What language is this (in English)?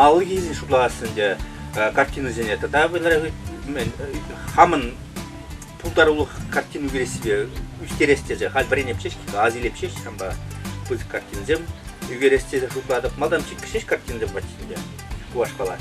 Chuvash